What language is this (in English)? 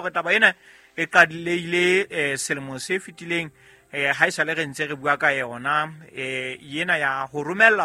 Southern Sotho